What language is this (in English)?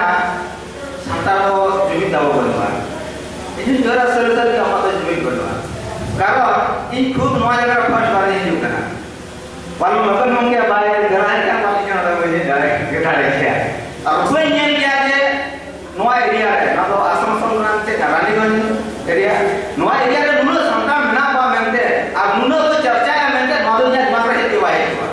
Santali